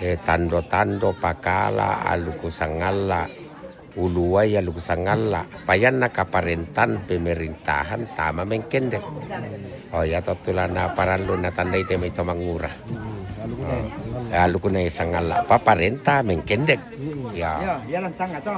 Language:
Toraja-Sa'dan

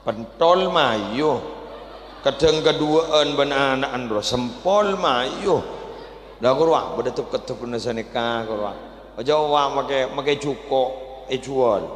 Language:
Madurese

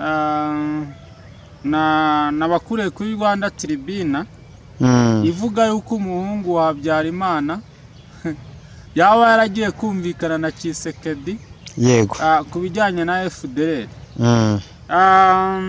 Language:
Kinyarwanda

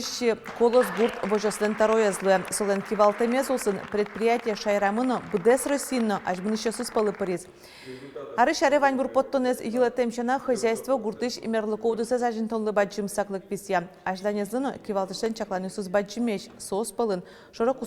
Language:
Udmurt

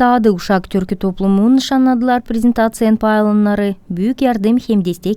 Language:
Gagauz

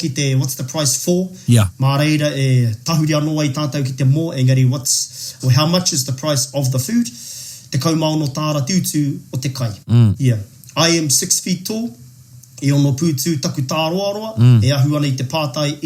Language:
Māori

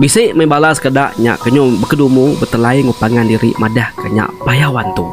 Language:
Iban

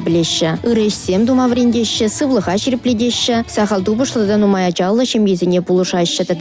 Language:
Chuvash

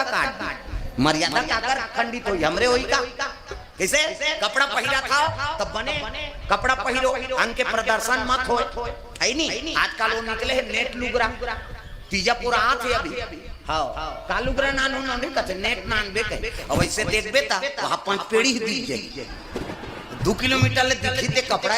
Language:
Chhattisgarhi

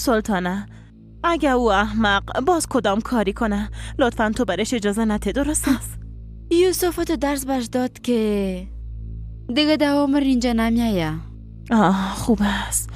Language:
Persian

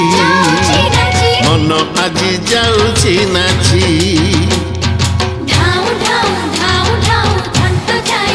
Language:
Odia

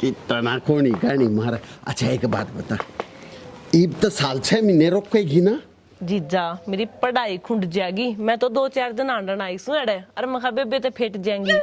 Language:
Haryanvi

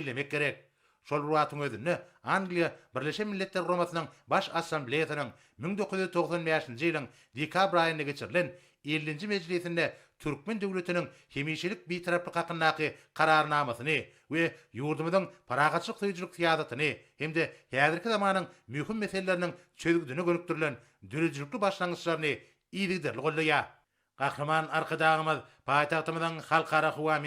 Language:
Turkmen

